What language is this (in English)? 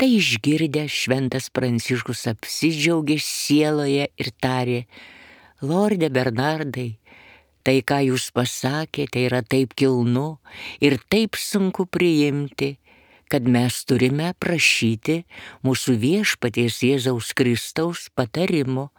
Lithuanian